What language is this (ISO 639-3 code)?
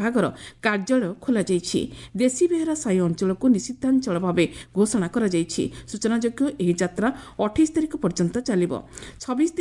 ori